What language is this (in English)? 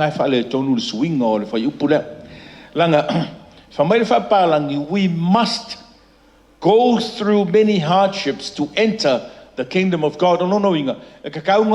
Samoan